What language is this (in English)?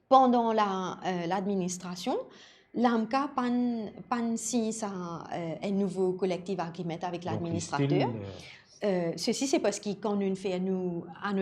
Morisyen